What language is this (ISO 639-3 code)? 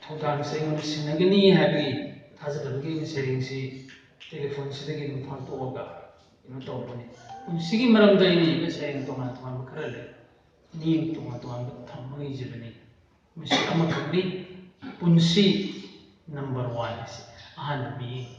mni